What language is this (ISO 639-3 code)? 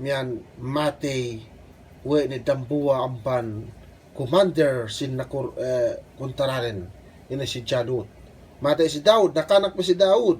yka